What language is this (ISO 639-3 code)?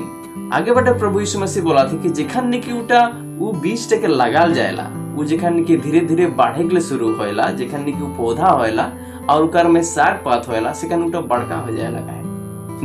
sck